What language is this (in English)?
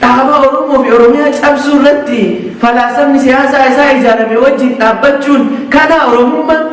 Oromo